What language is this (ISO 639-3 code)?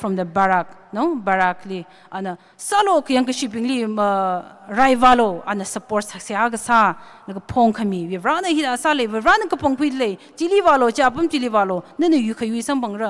nmf